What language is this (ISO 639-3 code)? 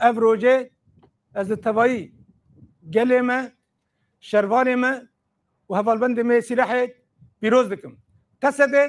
kur